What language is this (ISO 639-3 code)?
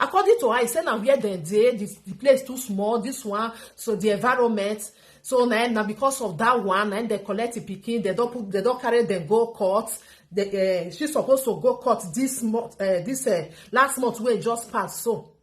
pcm